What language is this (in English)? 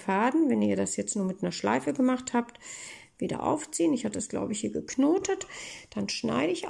German